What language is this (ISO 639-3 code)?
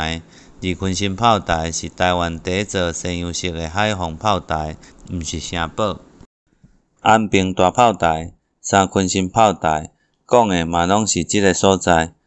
nan